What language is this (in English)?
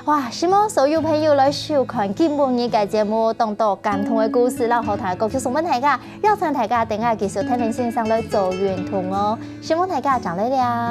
Hakka Chinese